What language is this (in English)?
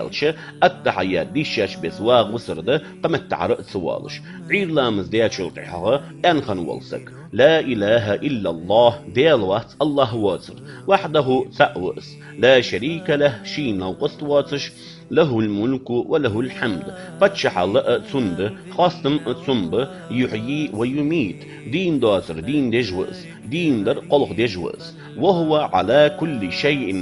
Ingush